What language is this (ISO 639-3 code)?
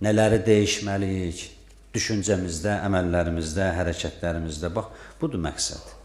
aze